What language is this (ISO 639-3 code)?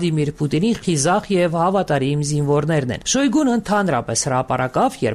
hye